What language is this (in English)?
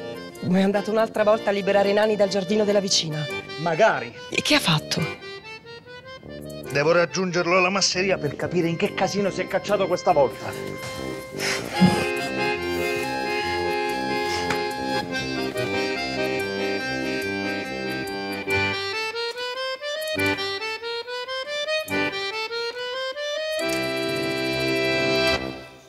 Italian